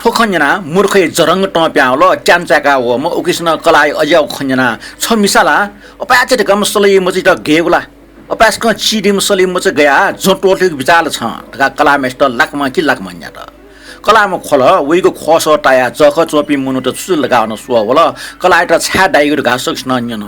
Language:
Newari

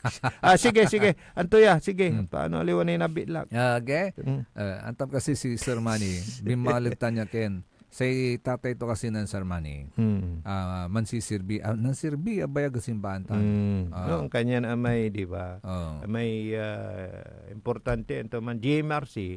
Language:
Pangasinan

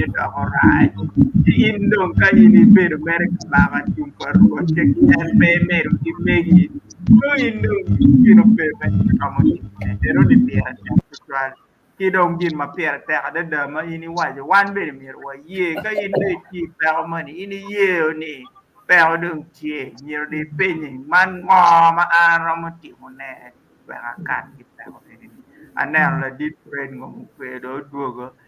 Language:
Acoli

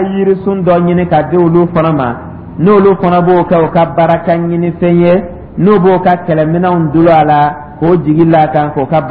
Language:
Dyula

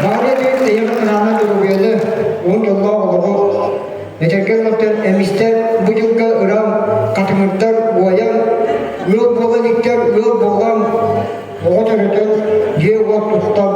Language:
Yakut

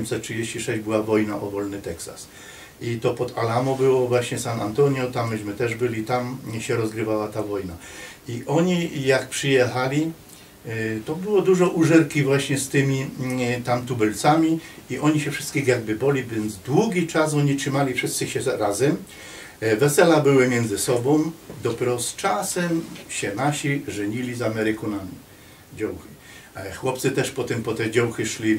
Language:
Silesian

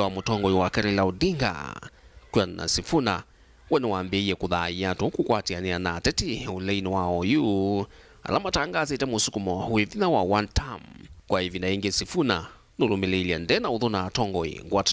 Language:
Kamba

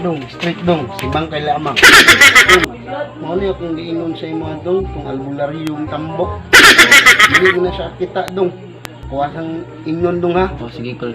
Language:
Cebuano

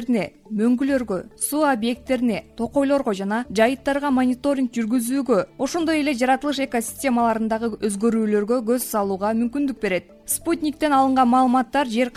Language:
Kyrgyz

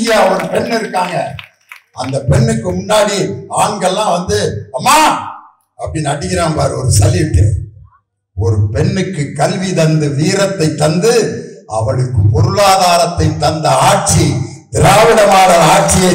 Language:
Tamil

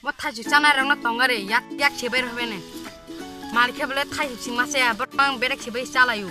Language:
Kok Borok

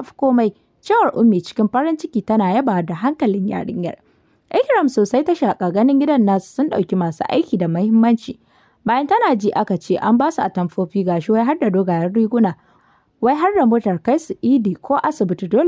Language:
Hausa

